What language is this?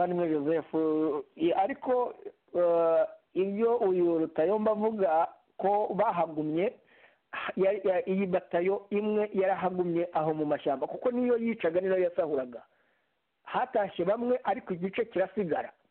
Kinyarwanda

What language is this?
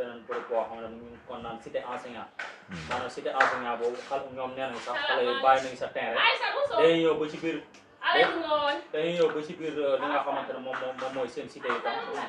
Wolof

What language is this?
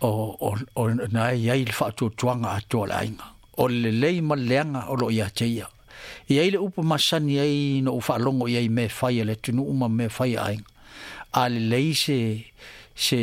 Samoan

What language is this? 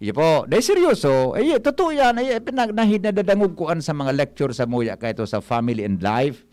Bikol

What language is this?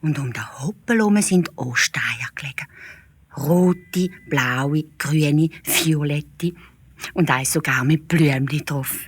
Swiss German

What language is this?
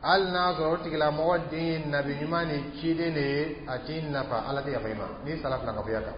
Dyula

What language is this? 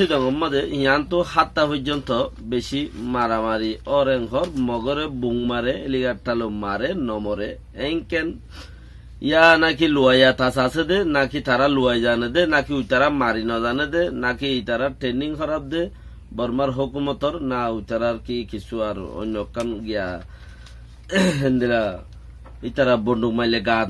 Rohingya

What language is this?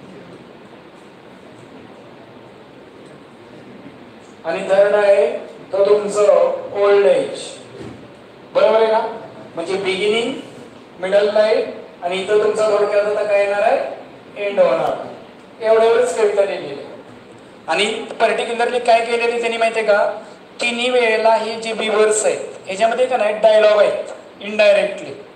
Marathi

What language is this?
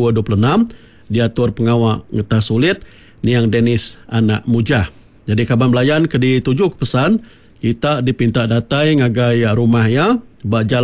Iban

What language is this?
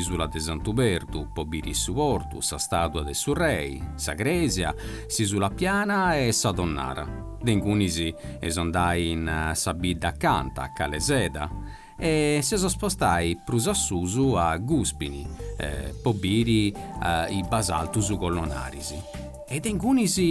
Sardinian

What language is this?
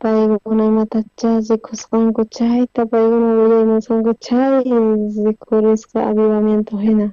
South Bolivian Quechua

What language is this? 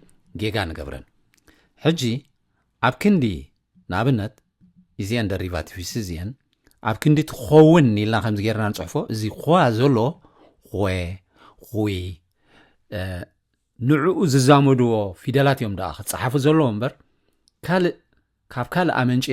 Tigrinya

